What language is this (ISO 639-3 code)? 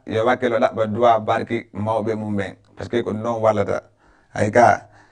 ful